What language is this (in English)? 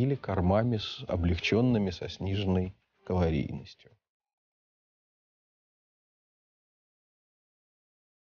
Russian